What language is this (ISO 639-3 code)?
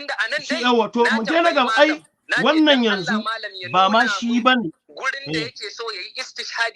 hau